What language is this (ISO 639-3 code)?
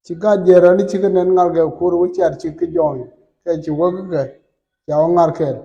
nus